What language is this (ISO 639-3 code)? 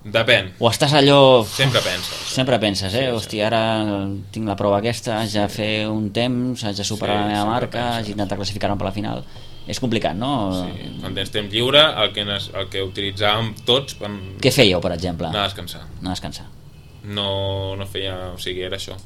cat